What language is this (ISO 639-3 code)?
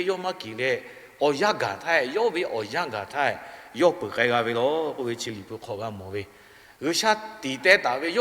lhu